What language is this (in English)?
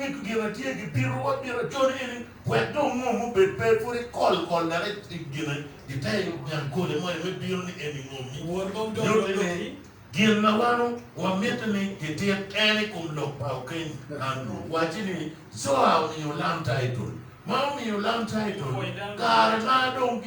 Acoli